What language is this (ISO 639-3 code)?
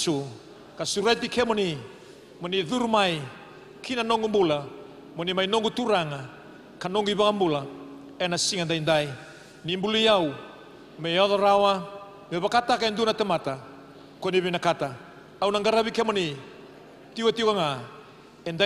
fij